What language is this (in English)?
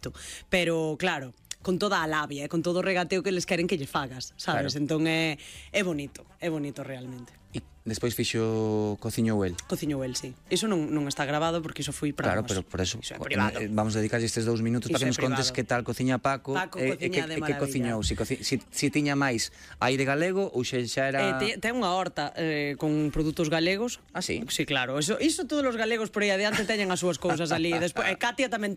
Galician